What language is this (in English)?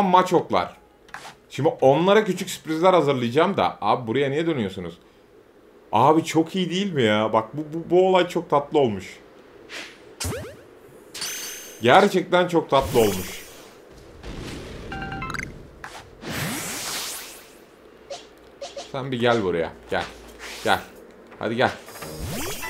Turkish